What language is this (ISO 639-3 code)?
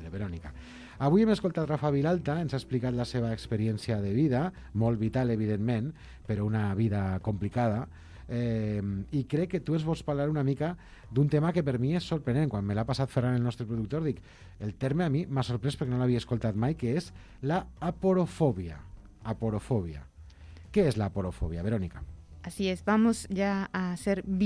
cat